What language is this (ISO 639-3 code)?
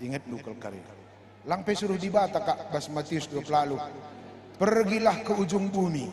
btx